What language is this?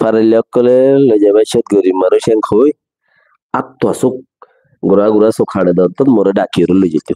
Rohingya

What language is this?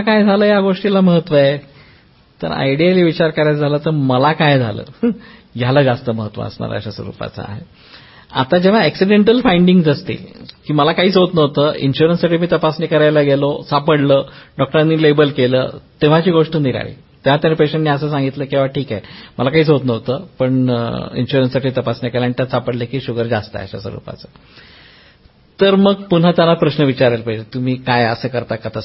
Marathi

